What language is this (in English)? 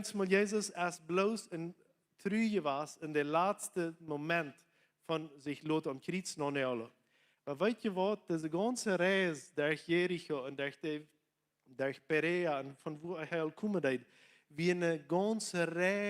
Plautdietsch